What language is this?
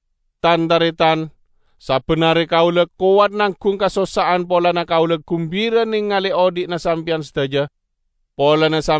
Madurese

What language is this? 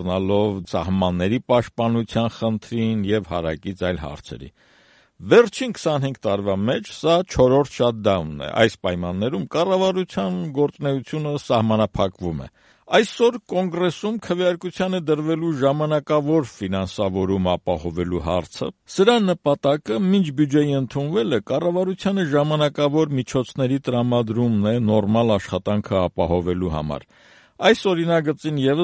Armenian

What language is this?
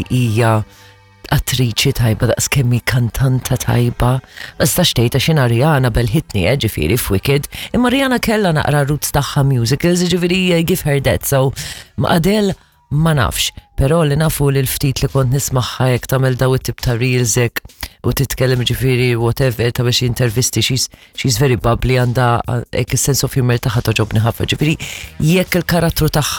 Maltese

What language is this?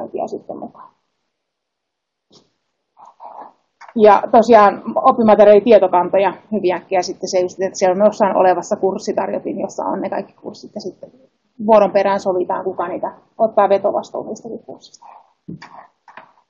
Finnish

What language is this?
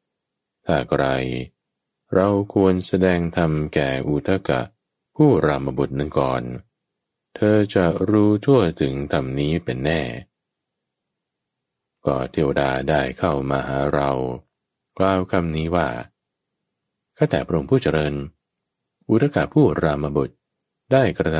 Thai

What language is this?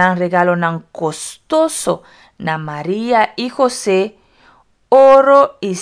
Papiamento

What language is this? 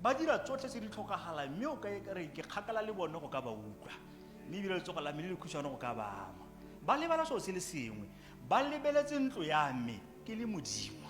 Tswana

